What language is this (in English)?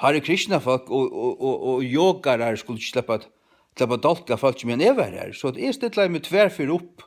Faroese